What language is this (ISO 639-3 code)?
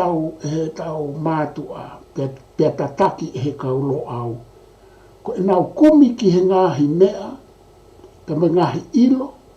ton